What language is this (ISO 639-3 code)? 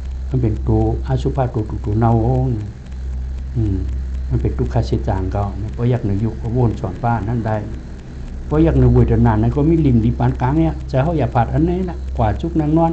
shn